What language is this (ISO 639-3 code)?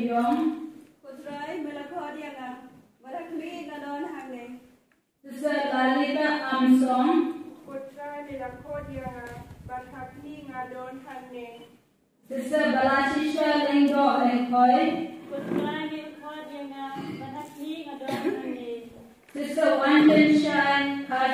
kha